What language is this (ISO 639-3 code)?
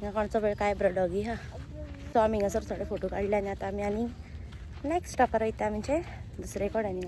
kok